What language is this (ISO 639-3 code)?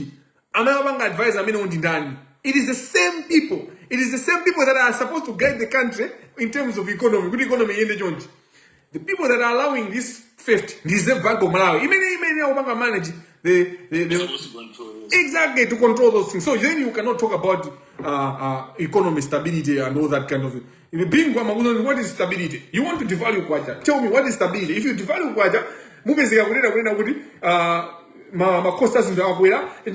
nya